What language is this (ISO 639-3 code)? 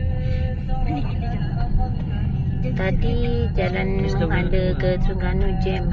msa